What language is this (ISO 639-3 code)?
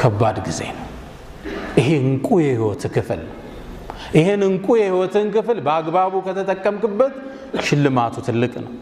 amh